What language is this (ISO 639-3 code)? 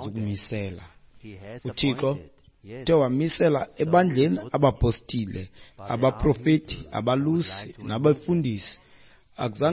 xho